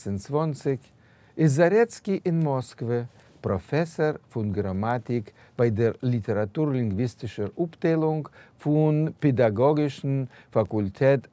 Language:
Yiddish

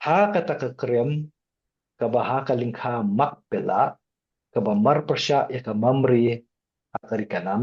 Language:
Khasi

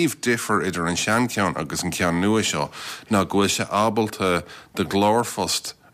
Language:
Irish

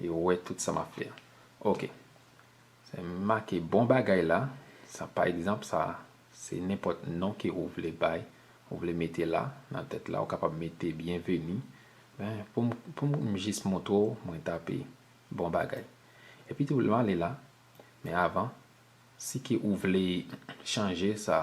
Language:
Haitian Creole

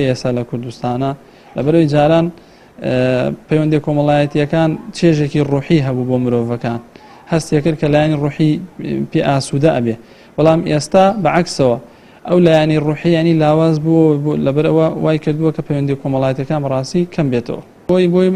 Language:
Central Kurdish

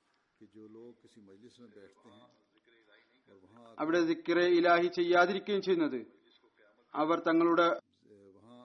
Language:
Malayalam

